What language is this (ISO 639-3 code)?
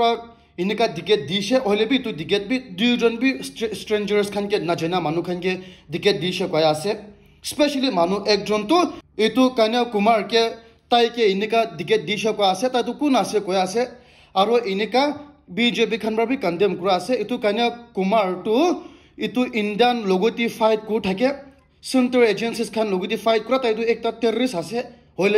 nag